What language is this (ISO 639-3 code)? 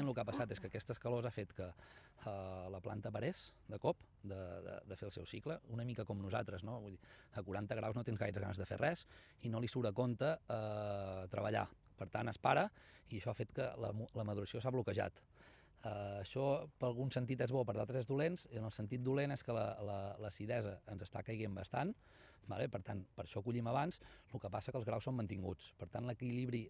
cat